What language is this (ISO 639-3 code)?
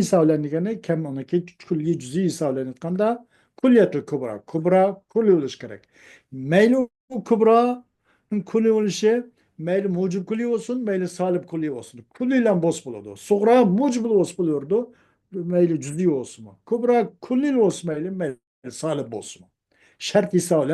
uig